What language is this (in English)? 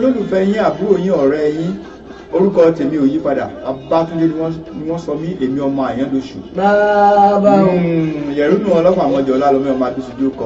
Yoruba